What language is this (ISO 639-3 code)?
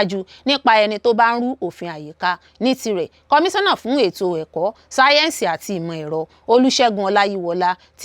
yor